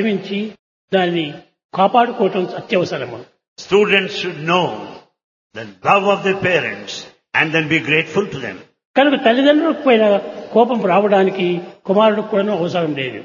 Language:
Telugu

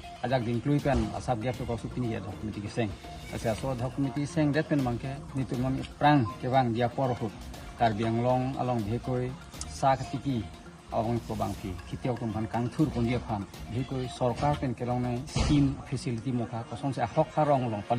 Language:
Karbi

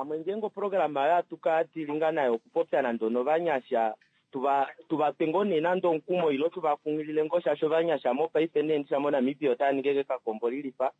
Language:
Kuanyama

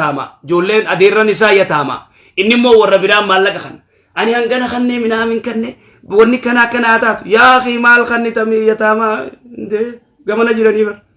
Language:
Oromo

